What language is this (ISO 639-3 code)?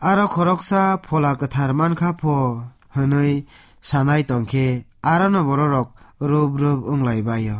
trp